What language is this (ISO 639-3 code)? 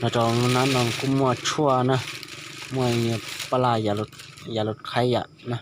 hmn